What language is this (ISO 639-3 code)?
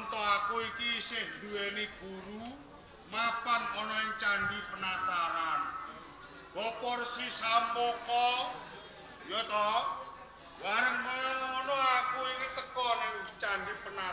jav